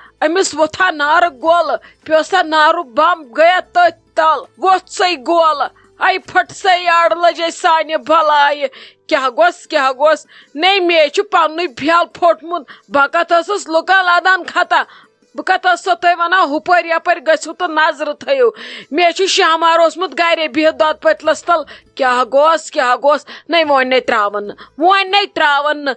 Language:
Kashmiri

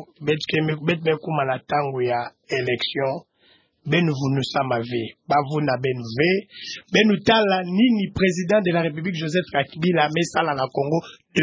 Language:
Kituba (Democratic Republic of Congo)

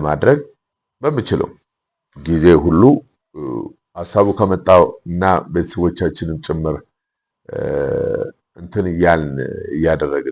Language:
Amharic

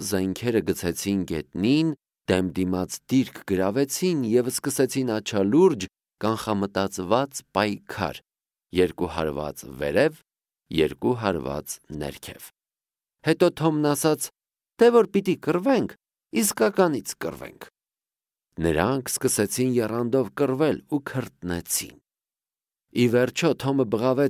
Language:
Armenian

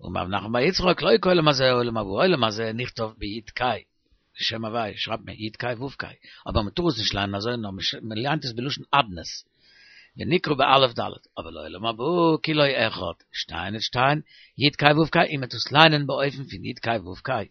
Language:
Yiddish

